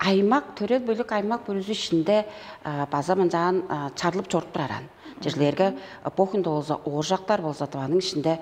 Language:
Tuvinian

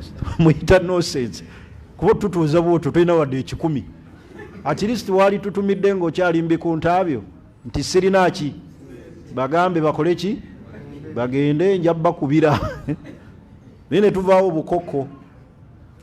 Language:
Ganda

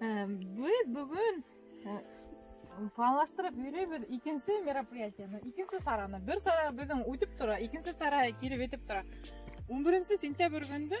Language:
Bashkir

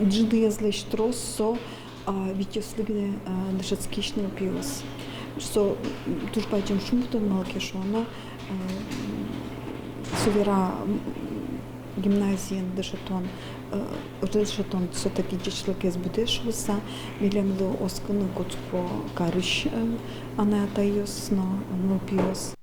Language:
Udmurt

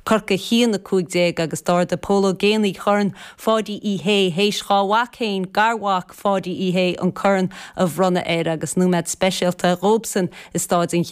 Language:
Irish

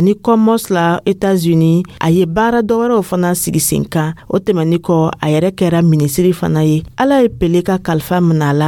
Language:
Dyula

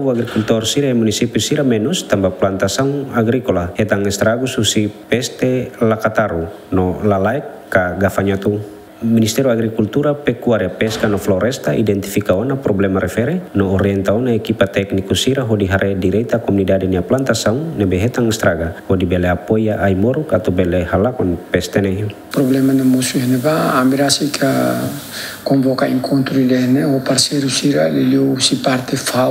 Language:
Tetum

